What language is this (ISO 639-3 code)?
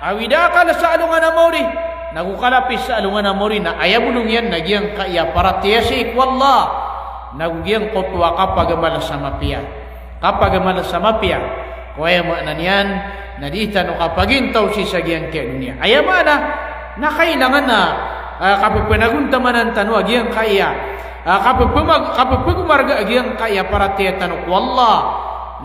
mrw